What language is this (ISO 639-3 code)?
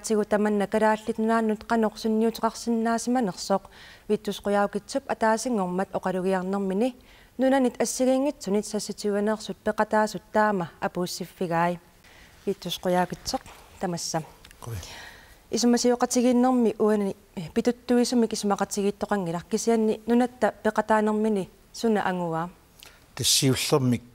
kal